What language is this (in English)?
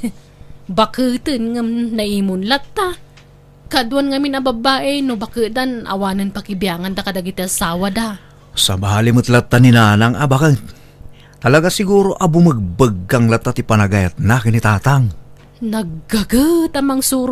Iloko